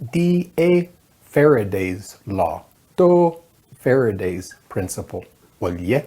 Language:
Navajo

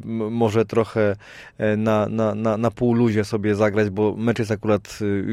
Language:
Polish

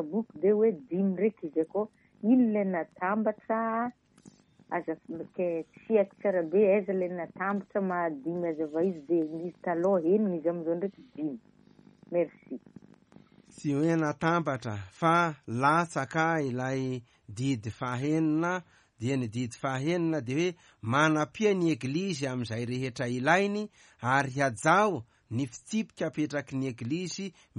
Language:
Malagasy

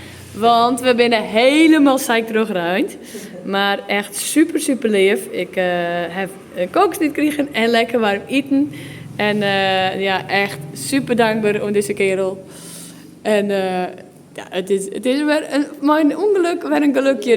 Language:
Western Frisian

